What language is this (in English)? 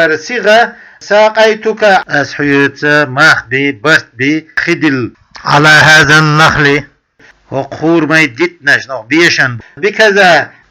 Chechen